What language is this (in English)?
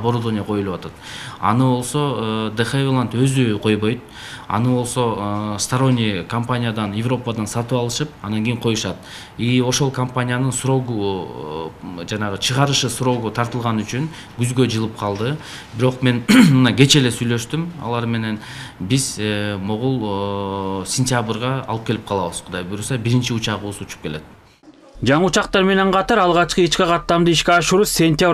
Kyrgyz